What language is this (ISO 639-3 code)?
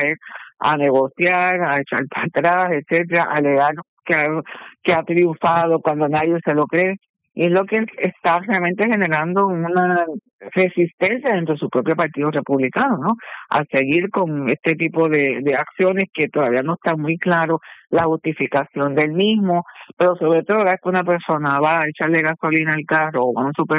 spa